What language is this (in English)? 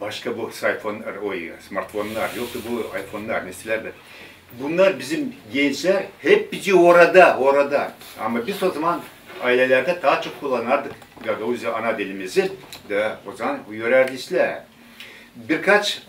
Gagauz